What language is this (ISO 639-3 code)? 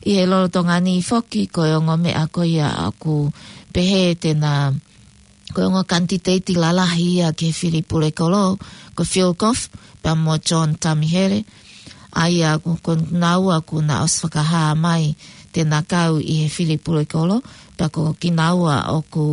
ton